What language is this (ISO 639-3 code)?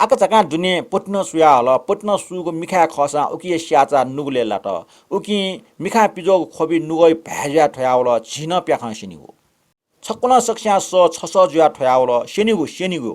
new